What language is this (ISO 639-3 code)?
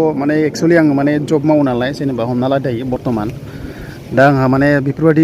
brx